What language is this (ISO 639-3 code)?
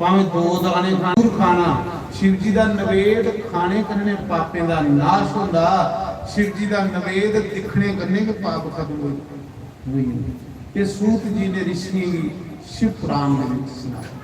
doi